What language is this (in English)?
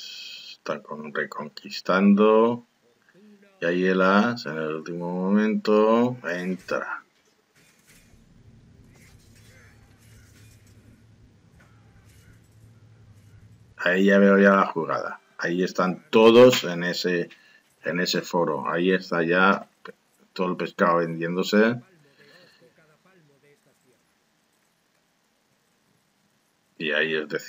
Spanish